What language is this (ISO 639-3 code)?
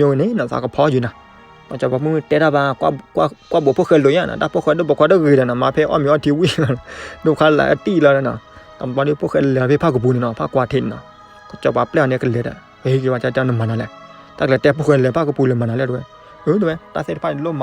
ksw